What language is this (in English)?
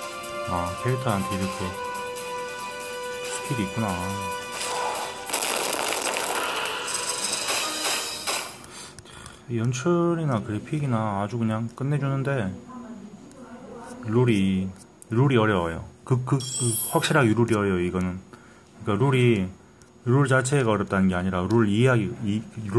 Korean